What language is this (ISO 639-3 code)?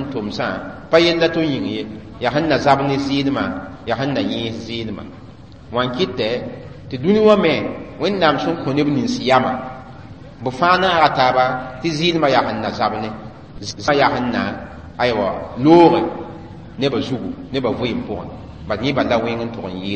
mos